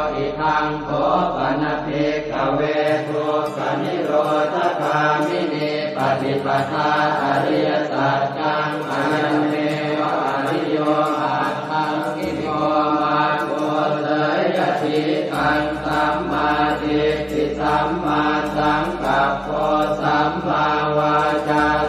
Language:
Pali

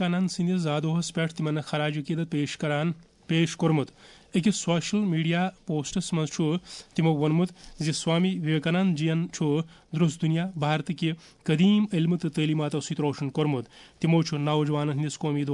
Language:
Kashmiri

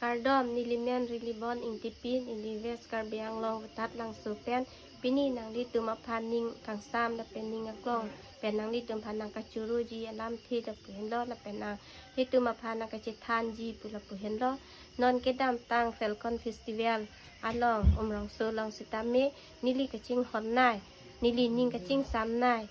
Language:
Karbi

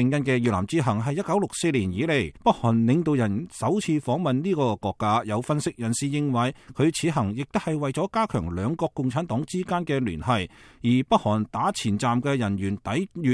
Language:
Cantonese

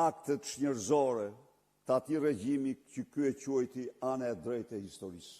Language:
Albanian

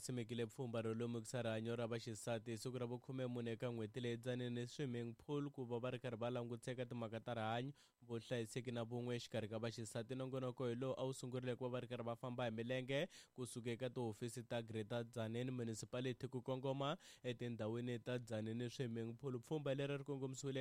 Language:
Tsonga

